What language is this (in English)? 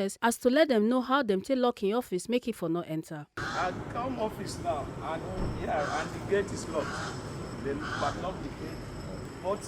Nigerian Pidgin